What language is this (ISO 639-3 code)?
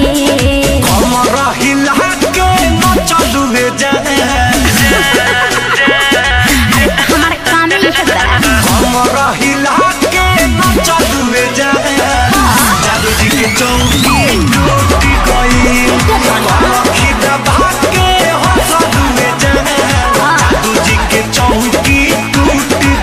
bho